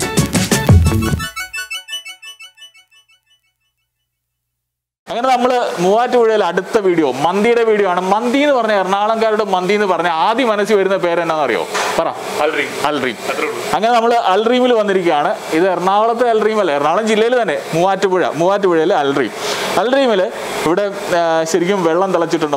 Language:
Malayalam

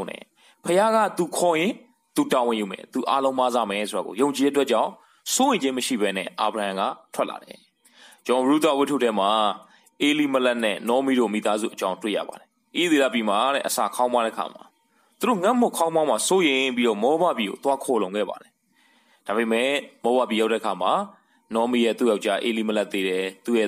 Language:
Burmese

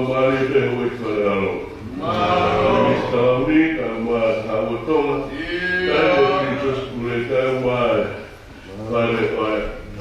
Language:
Tongan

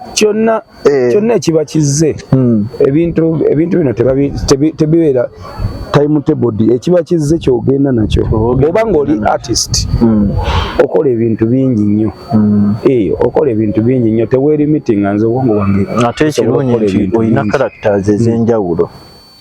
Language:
Ganda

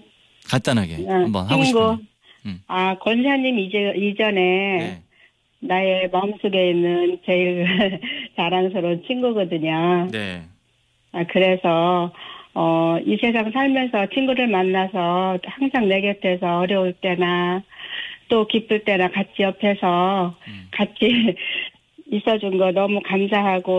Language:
Korean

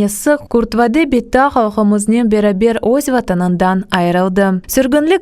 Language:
Crimean Tatar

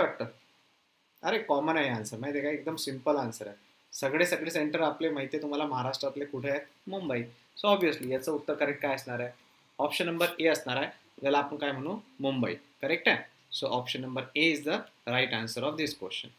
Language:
Marathi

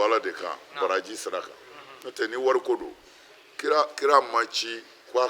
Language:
Bambara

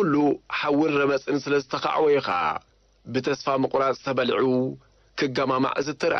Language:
Tigrinya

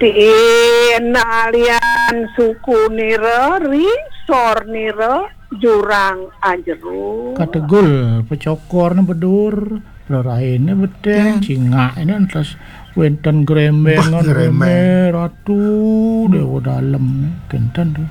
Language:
Balinese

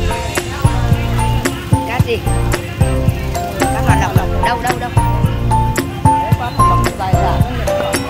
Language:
Vietnamese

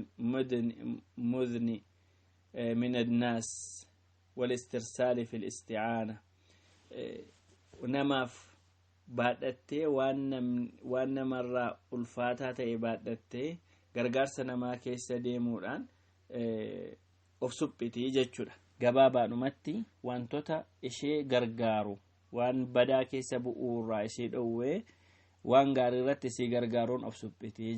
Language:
Oromo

